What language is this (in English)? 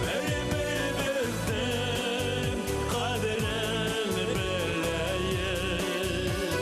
Bashkir